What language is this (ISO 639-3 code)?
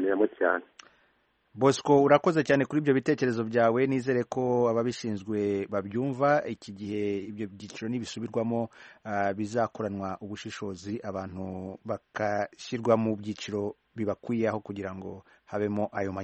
kin